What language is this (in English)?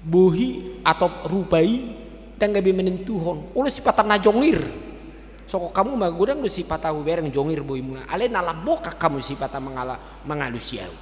Batak Toba